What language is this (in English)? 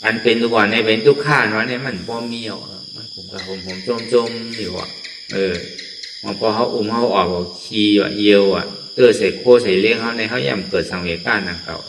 Shan